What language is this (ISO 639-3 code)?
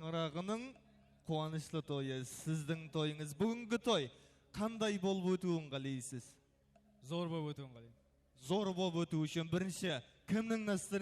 kaa